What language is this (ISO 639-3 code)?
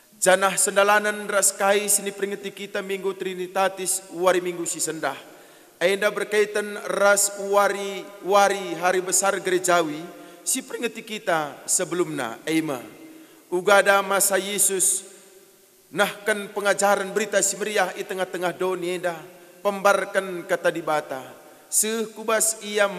btx